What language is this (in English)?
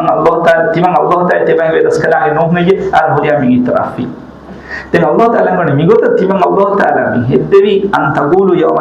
Divehi